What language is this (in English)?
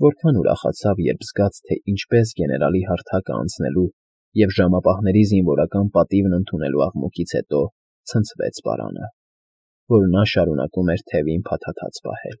Armenian